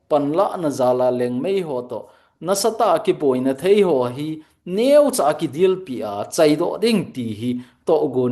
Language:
Thado Chin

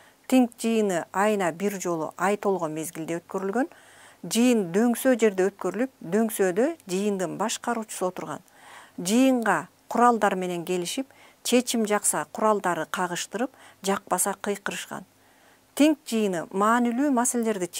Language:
Kyrgyz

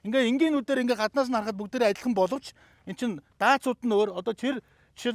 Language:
Mongolian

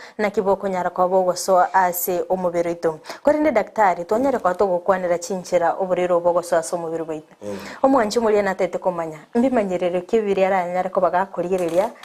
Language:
Gusii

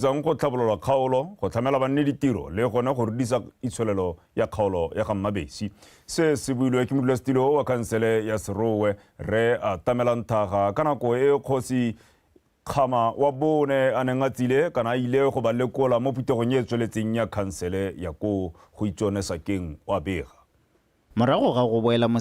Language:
Tswana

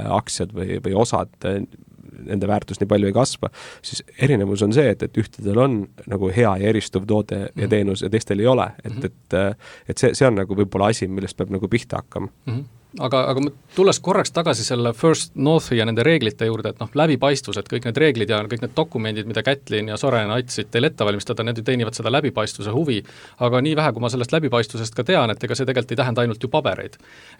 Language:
Estonian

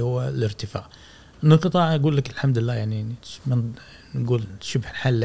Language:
Gulf Arabic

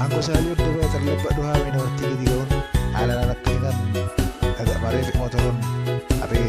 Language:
Batak Toba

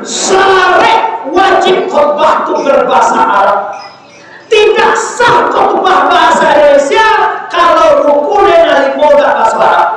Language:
Minangkabau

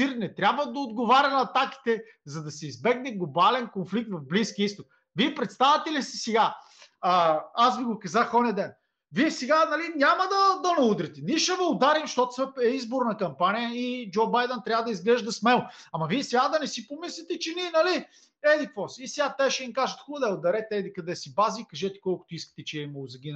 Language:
Bulgarian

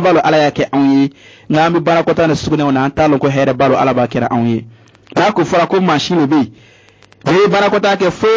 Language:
Bambara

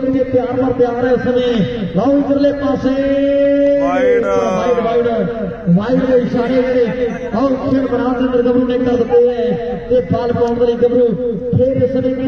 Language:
Punjabi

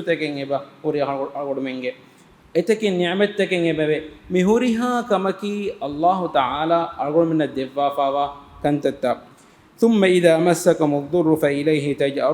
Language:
Divehi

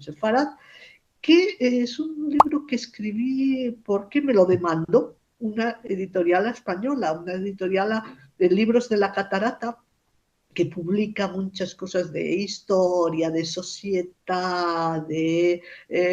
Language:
Ladino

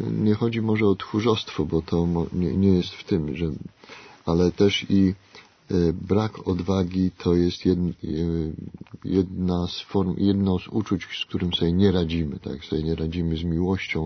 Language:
Polish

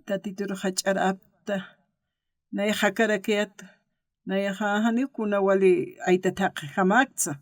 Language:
Aymara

